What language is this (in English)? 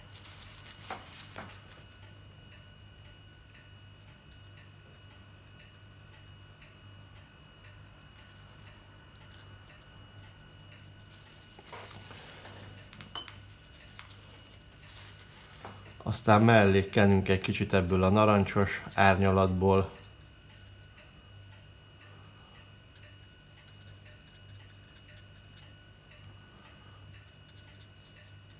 Hungarian